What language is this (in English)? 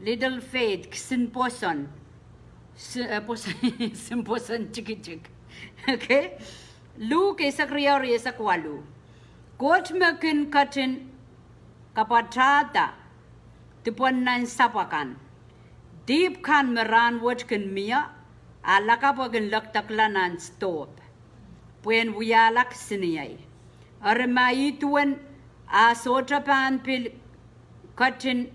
Pohnpeian